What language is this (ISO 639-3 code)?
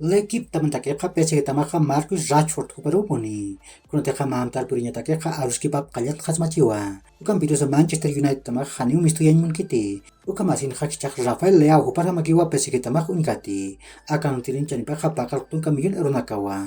aym